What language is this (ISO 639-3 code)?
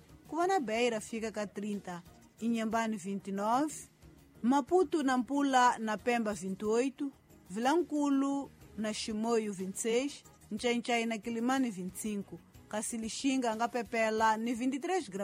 tso